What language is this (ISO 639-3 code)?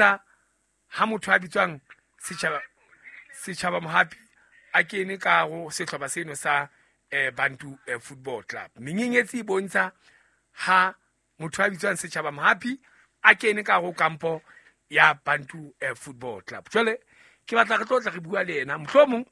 sot